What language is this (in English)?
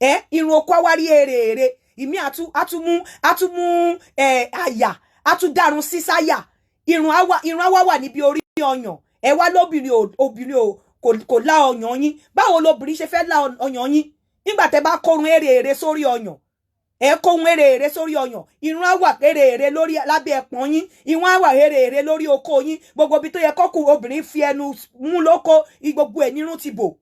Yoruba